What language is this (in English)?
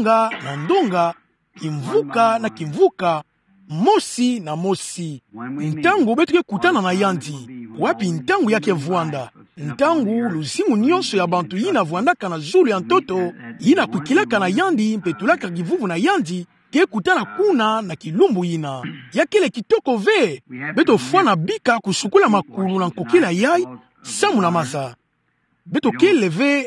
Kituba (Democratic Republic of Congo)